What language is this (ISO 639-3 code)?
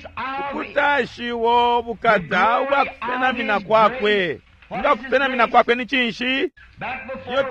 bem